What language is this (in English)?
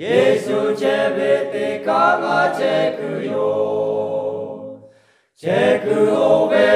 Lahu